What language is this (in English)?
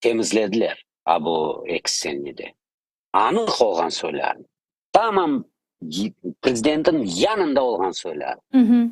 Crimean Tatar